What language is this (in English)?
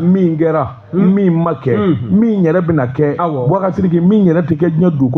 Bambara